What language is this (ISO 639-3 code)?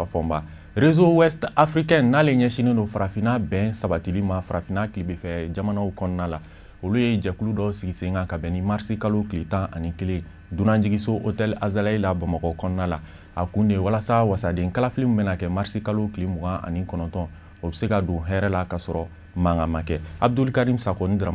bam